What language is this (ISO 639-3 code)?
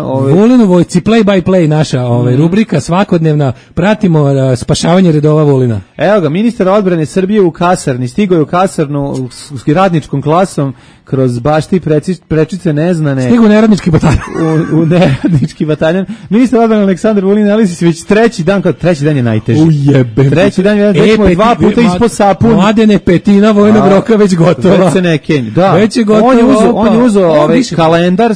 srp